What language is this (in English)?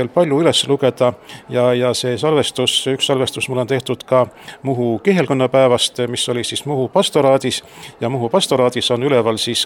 Estonian